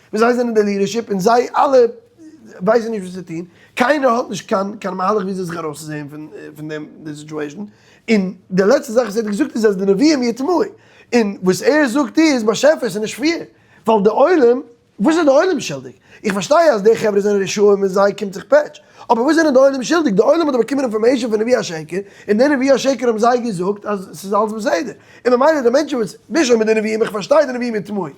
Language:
Yiddish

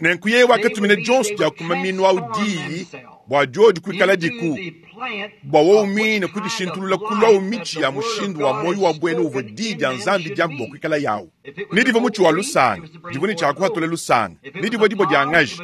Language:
Luba-Lulua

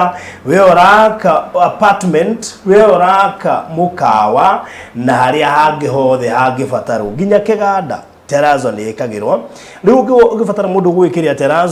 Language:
Kikuyu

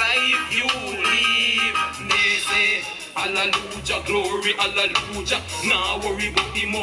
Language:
Jamaican Creole English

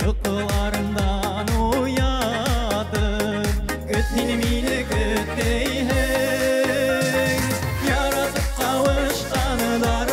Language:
Bashkir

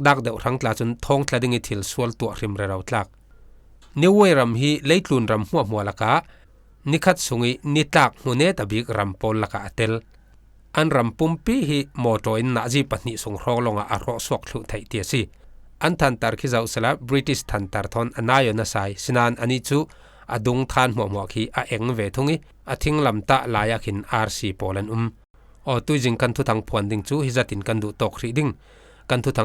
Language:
Falam Chin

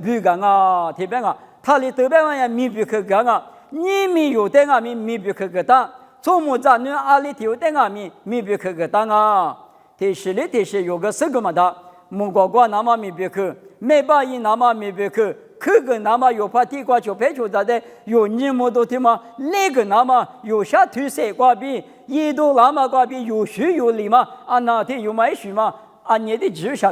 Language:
Lisu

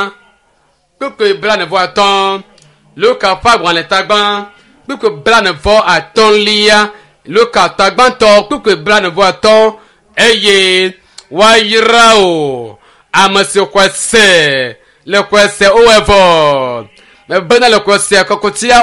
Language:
Ewe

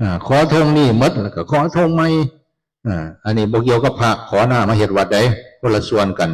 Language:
Northeastern Thai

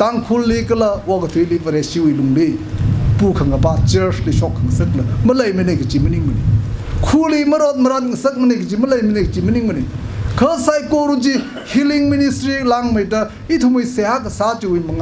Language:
Tangkhul Naga (India)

